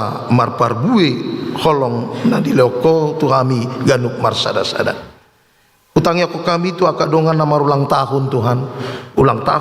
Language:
Batak Toba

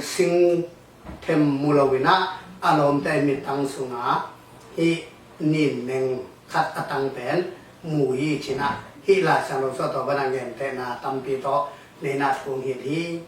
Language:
Tedim Chin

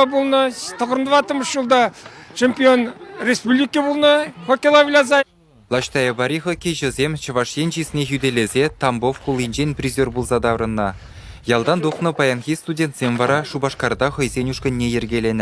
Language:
Chuvash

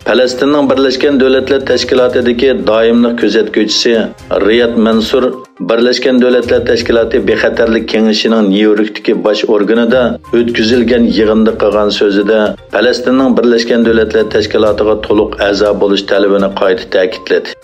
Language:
Uyghur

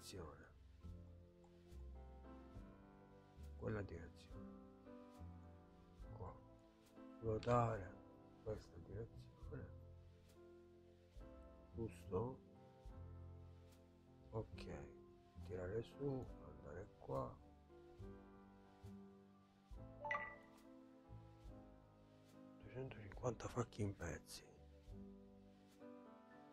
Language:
Italian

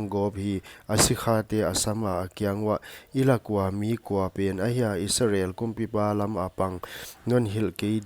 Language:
Paite Chin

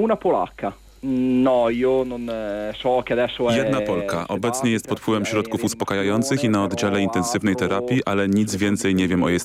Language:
Polish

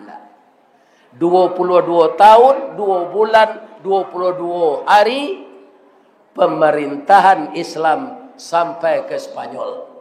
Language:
Minangkabau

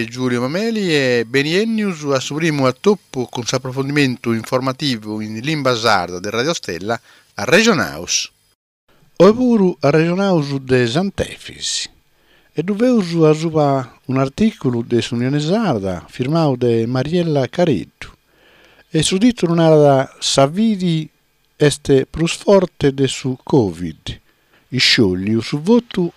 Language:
Sardinian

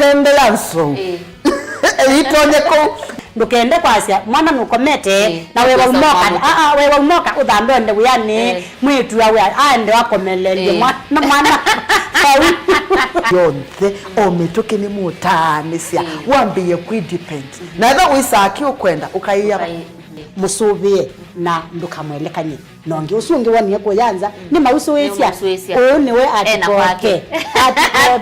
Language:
Kamba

